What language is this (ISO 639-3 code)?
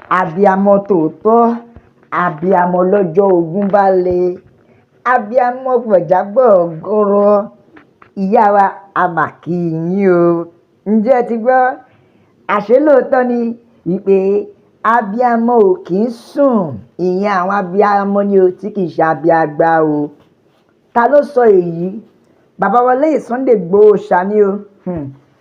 yor